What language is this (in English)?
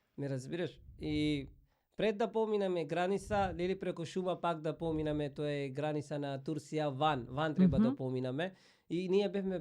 Macedonian